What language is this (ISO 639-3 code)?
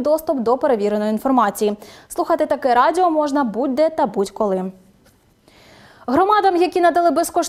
ukr